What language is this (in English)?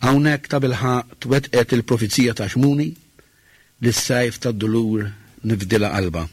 Maltese